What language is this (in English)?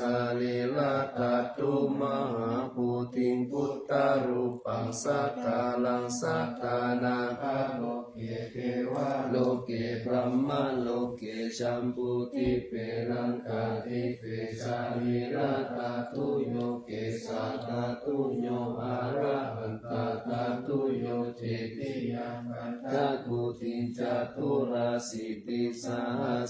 Pali